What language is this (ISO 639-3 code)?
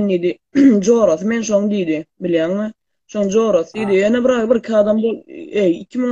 tuk